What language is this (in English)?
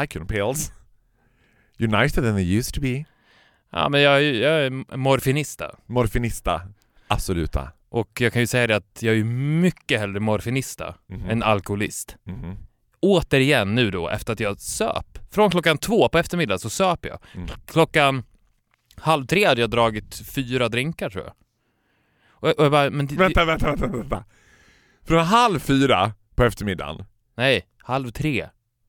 Swedish